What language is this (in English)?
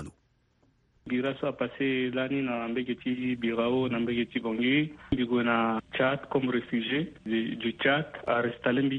Sango